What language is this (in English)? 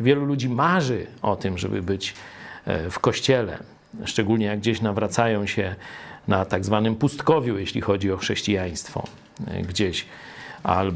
Polish